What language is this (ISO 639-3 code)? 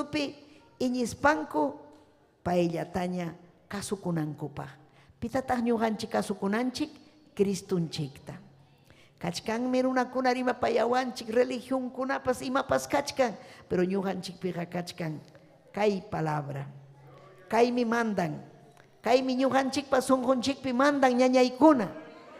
quy